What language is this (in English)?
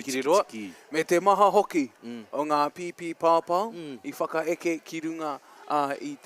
Māori